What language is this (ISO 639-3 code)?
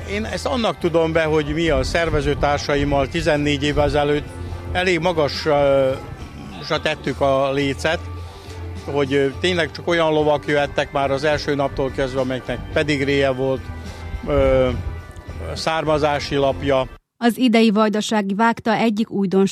hun